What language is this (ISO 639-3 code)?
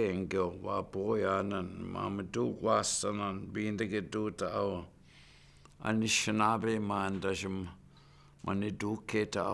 ciw